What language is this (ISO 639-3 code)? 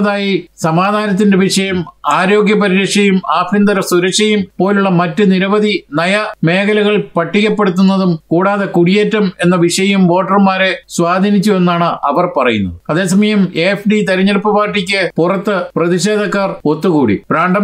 mal